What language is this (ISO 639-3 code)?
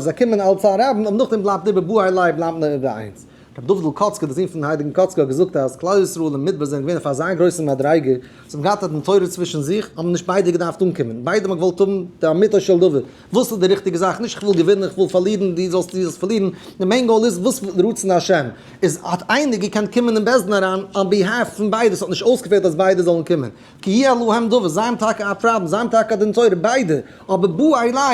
yid